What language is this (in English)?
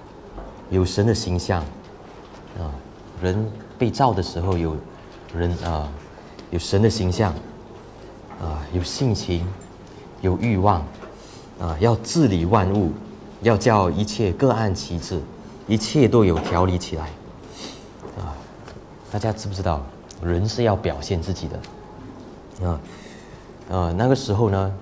Chinese